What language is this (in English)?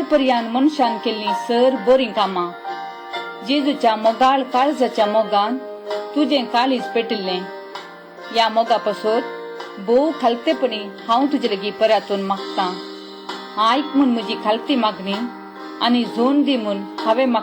Konkani